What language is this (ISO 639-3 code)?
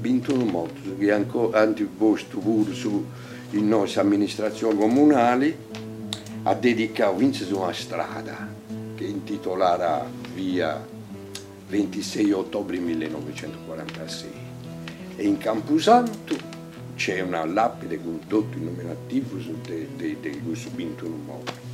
srd